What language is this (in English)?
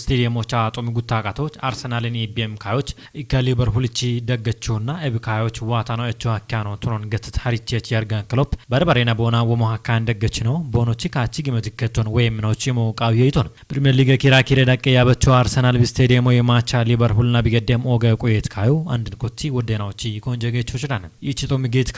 Kafa